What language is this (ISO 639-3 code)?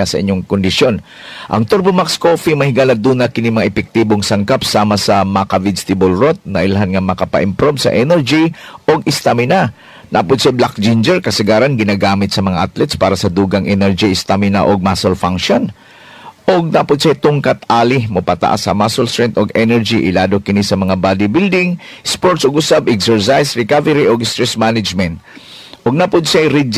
ceb